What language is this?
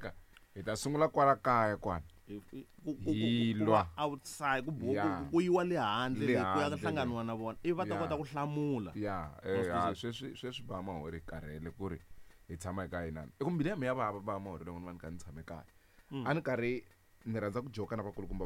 Tsonga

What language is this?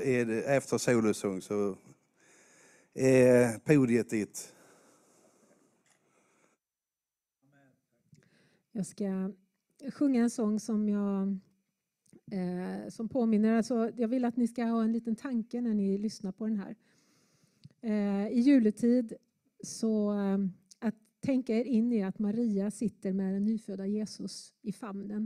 Swedish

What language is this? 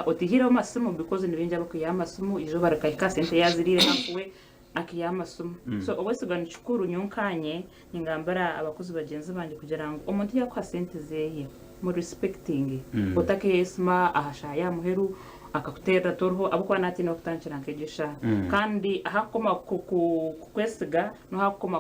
Nyankole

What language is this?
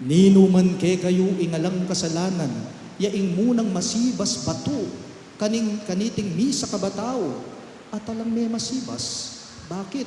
Pampanga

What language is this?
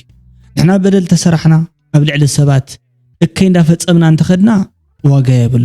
Tigrinya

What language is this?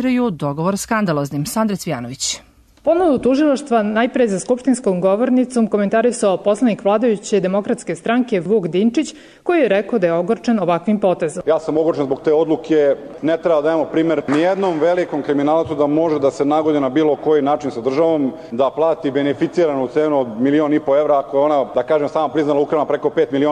Serbian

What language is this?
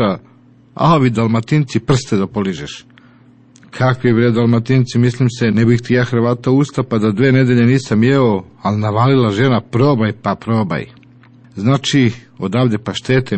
Serbian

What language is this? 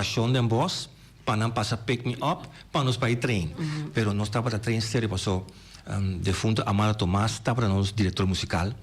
Papiamento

